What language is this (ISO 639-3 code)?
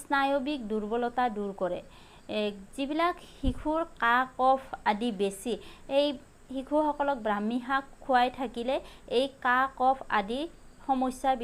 asm